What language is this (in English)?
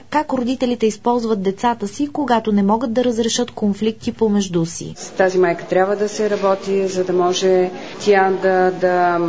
Bulgarian